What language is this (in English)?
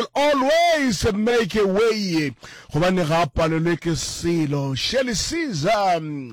Northern Sotho